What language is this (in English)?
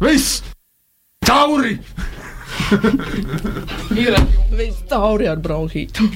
Latvian